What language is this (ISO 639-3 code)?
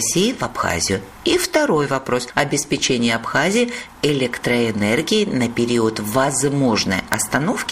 rus